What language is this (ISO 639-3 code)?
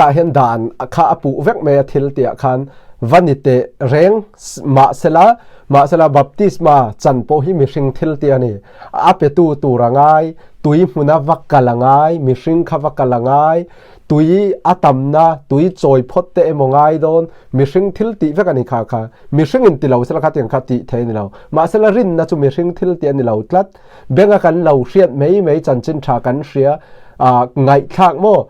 lus